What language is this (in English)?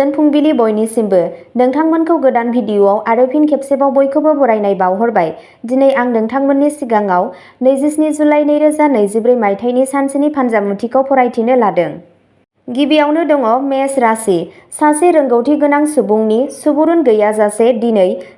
Bodo